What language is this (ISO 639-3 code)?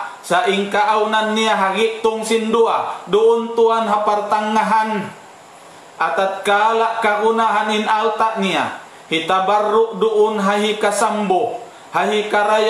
tsg